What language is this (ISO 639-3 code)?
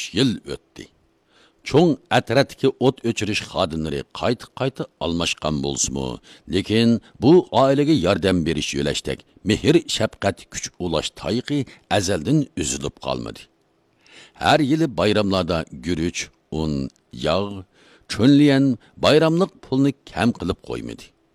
uig